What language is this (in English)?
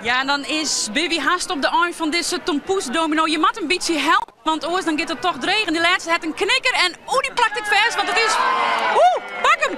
Western Frisian